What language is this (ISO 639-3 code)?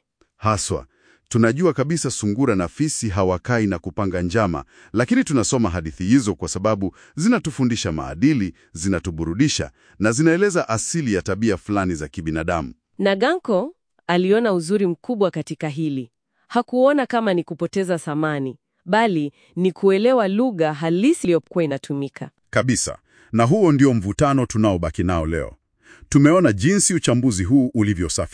swa